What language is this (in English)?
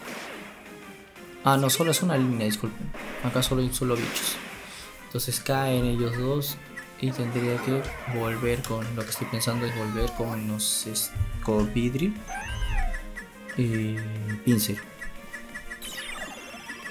Spanish